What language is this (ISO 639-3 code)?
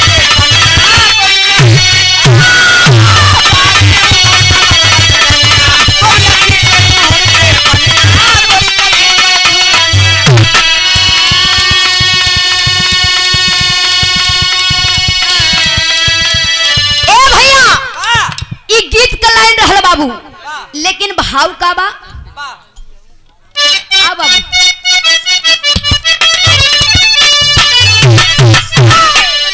bho